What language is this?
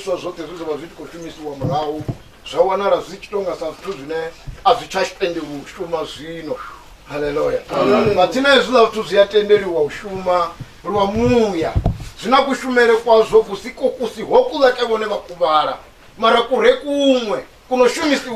Venda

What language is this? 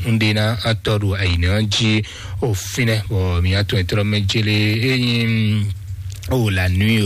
Fon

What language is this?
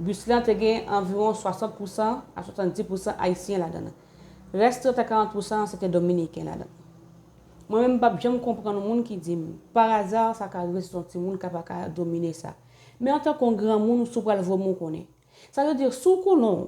Haitian Creole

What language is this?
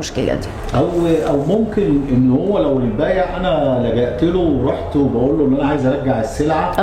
Egyptian Arabic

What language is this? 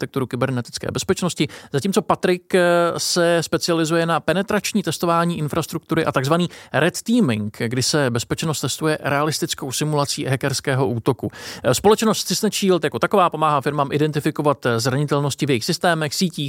Czech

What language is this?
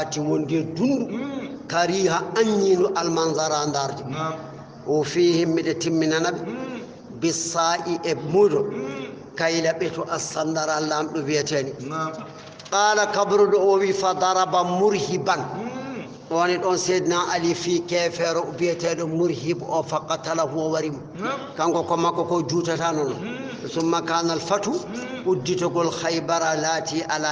Fula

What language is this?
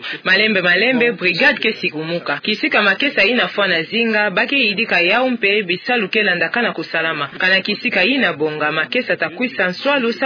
Kituba (Democratic Republic of Congo)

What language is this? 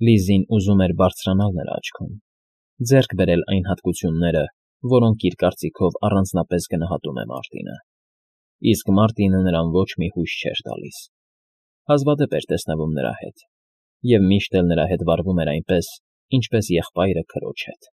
Armenian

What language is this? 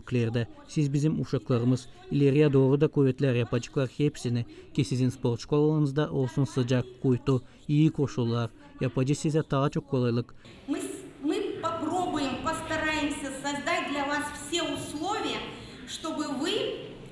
Gagauz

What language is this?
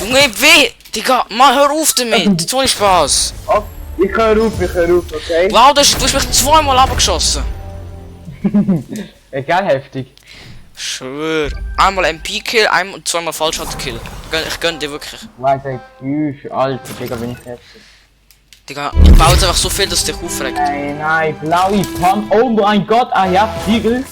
Swiss German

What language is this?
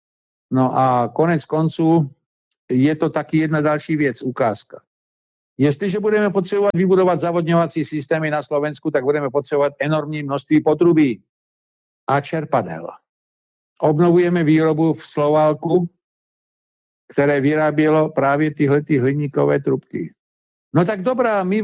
Czech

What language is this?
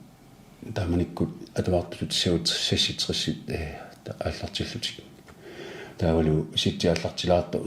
Kalaallisut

